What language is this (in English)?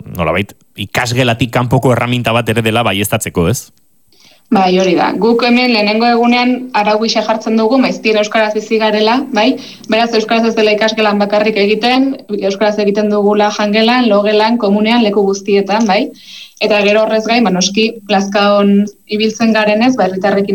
Basque